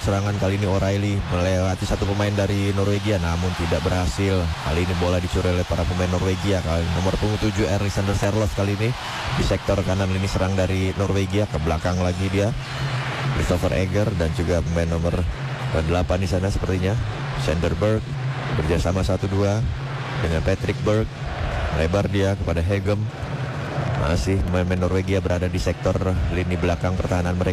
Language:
Indonesian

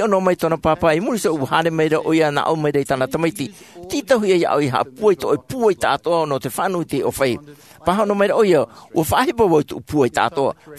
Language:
Tahitian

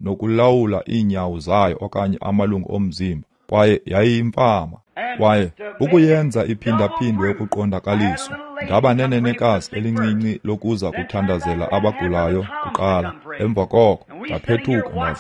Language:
Xhosa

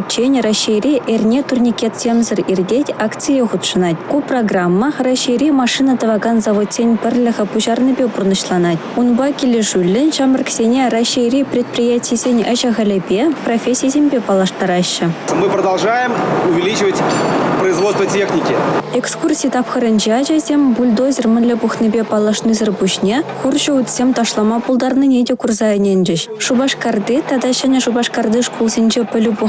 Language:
Chuvash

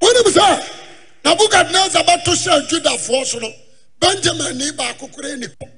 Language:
Akan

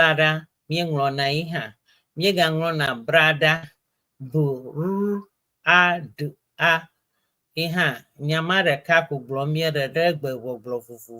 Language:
Ewe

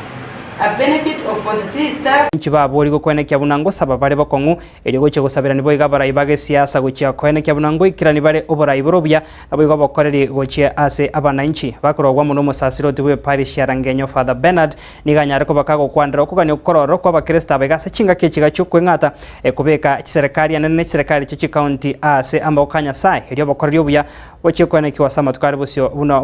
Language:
Gusii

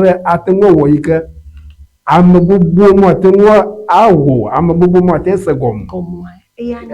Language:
Ewe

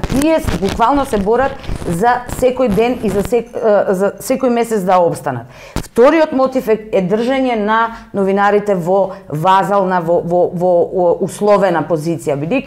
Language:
Macedonian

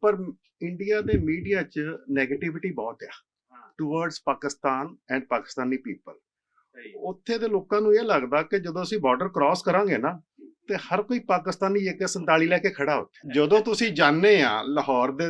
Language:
Western Panjabi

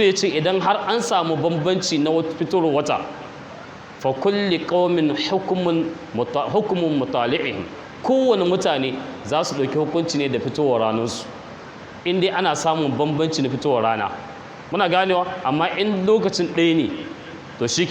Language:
Hausa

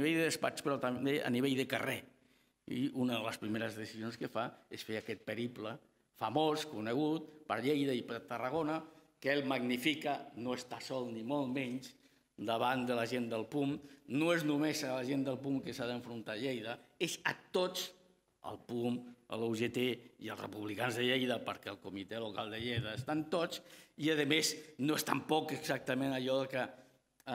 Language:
Catalan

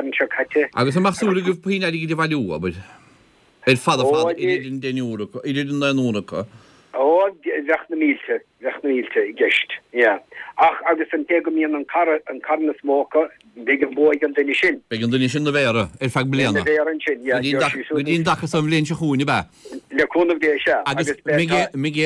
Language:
Irish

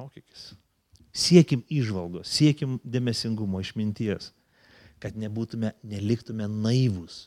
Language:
Lithuanian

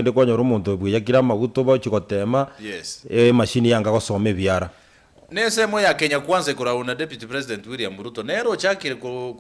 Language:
Gusii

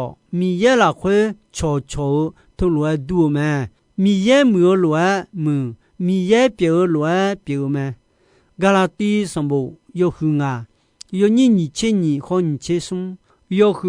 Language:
Akha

